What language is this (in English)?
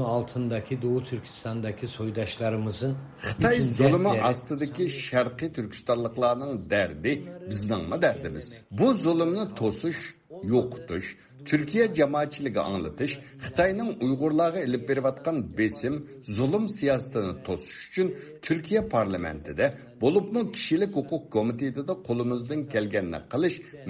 Uyghur